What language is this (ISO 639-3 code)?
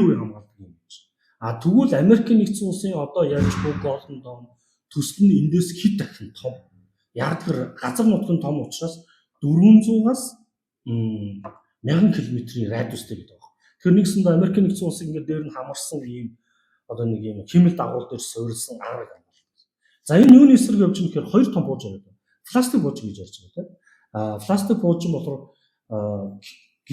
mon